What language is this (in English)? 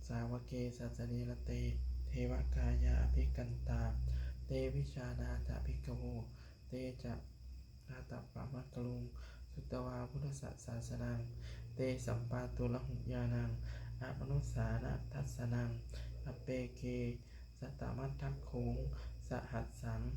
Pali